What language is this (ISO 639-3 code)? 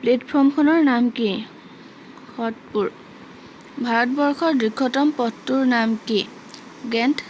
asm